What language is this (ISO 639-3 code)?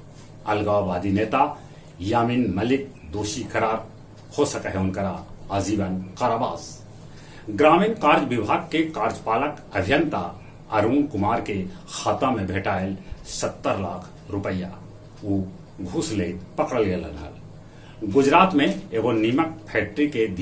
mag